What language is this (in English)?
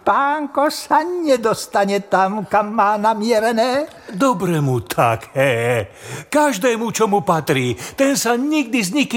Slovak